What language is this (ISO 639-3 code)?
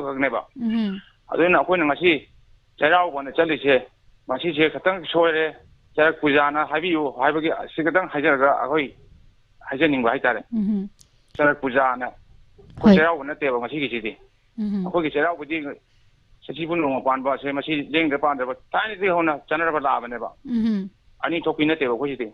mni